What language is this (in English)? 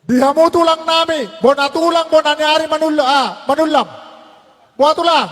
Batak Toba